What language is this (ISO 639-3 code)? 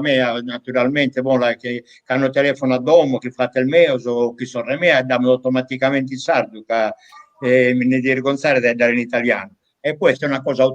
srd